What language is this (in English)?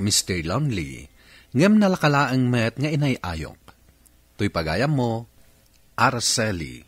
Iloko